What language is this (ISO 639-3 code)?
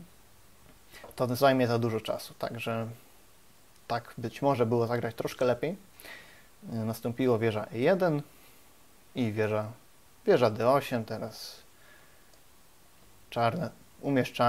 pol